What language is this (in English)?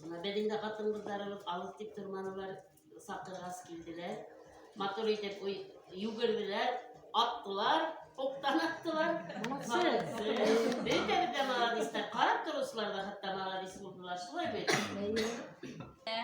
Bashkir